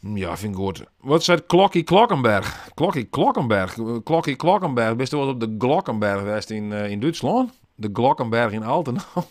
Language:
Western Frisian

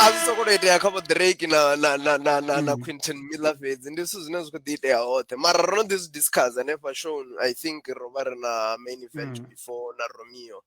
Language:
Venda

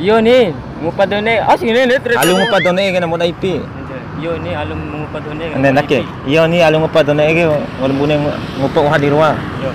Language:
Bima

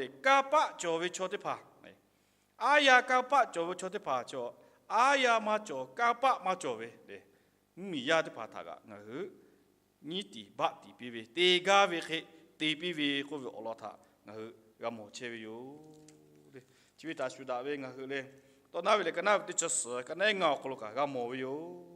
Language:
Lahu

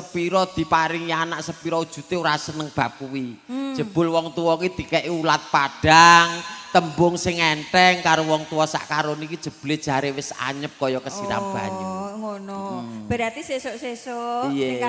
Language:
Javanese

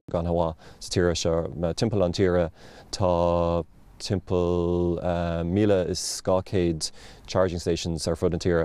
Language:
Irish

